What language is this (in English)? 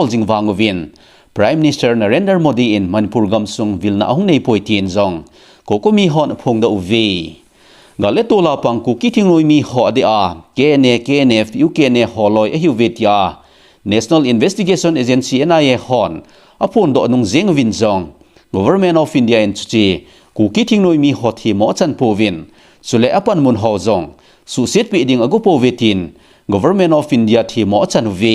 Thado Chin